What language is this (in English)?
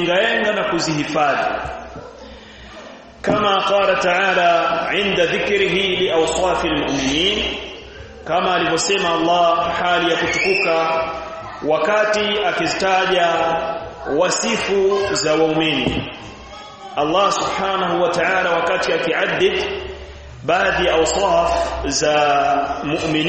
Swahili